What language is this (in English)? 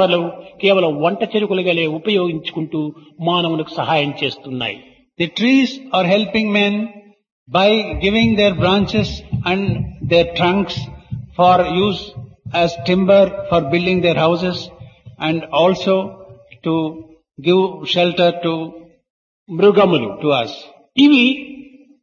Telugu